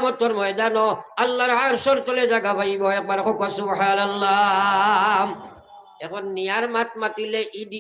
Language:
Sylheti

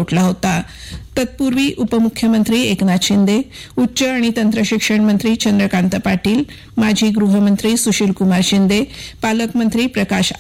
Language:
Marathi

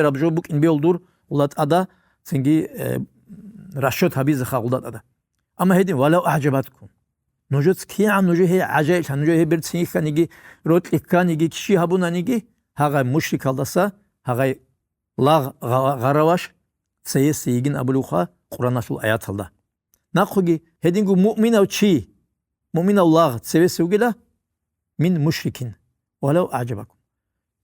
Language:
Avaric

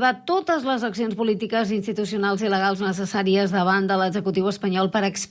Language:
Catalan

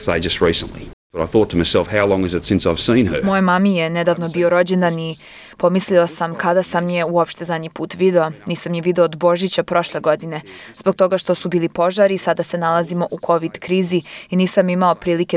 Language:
Serbian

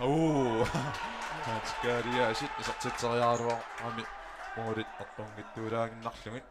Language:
Kalaallisut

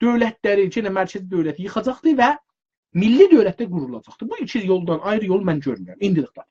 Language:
South Azerbaijani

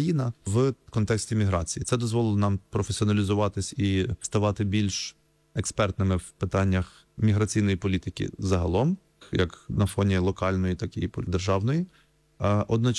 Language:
Ukrainian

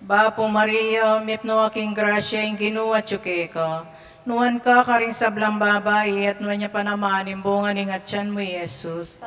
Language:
Pampanga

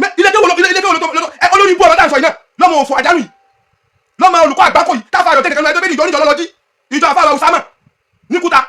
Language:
Yoruba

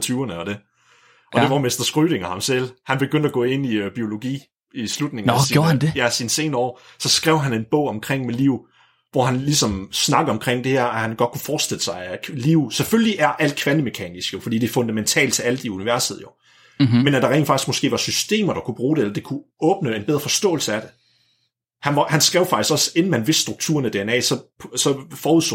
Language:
Danish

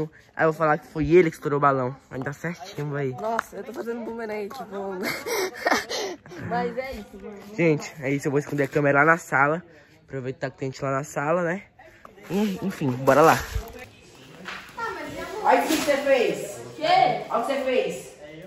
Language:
Portuguese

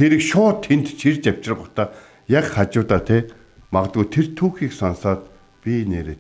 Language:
Mongolian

